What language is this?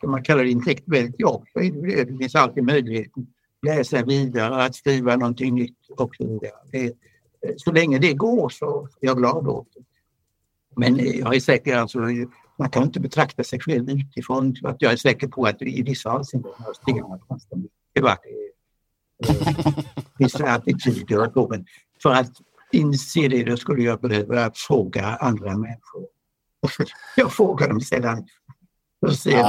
Swedish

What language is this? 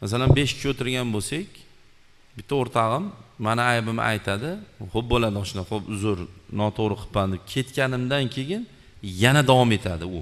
Uzbek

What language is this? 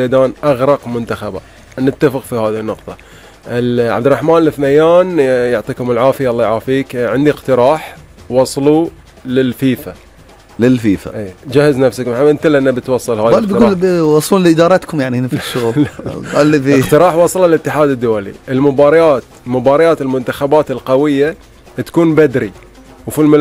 Gulf Arabic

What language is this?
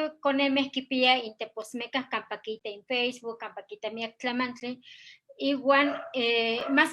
Eastern Huasteca Nahuatl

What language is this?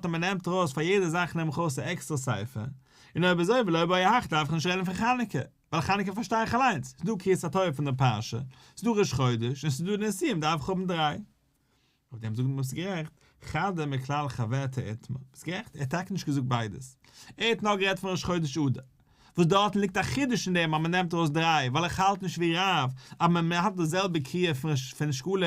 Yiddish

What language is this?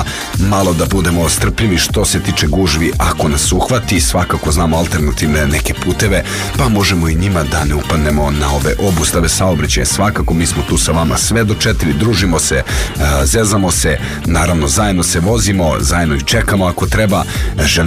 Serbian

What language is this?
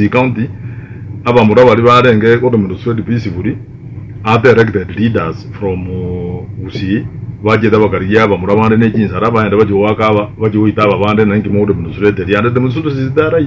Gusii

